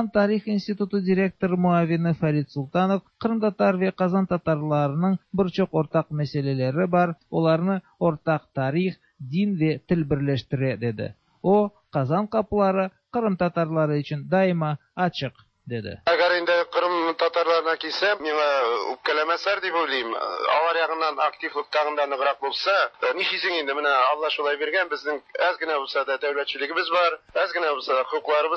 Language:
Tatar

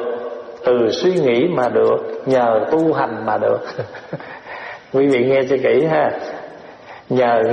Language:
Vietnamese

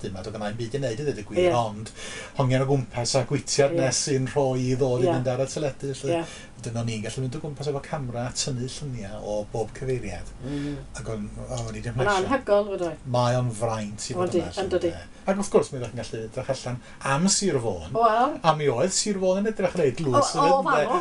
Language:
Welsh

